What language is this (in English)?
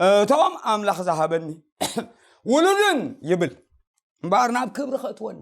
Tigrinya